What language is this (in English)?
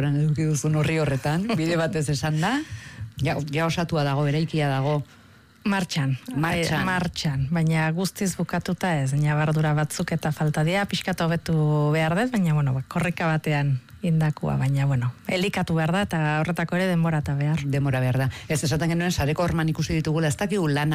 Basque